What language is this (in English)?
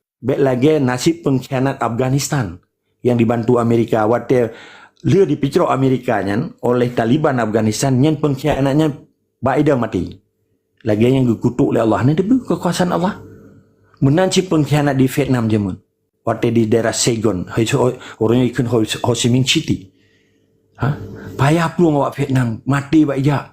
Achinese